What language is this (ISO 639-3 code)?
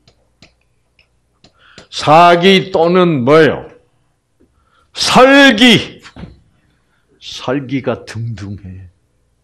kor